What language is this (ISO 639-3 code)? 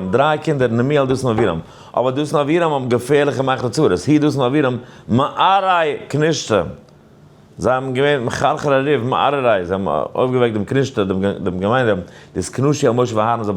yid